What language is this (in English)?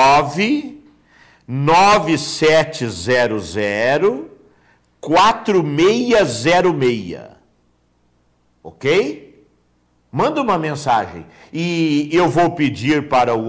Portuguese